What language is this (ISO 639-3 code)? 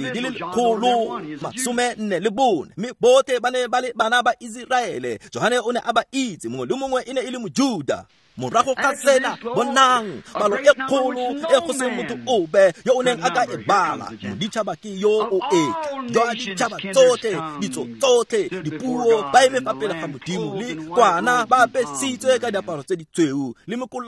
tsn